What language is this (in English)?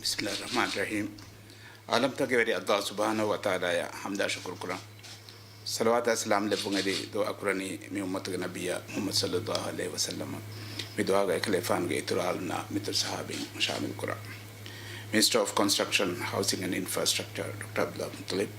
Divehi